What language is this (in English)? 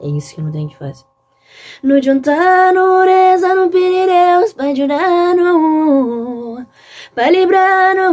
Kabuverdianu